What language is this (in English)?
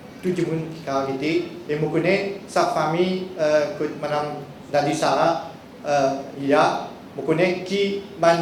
Morisyen